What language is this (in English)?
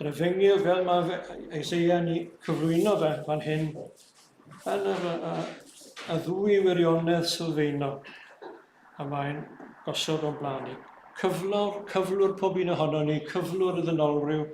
Welsh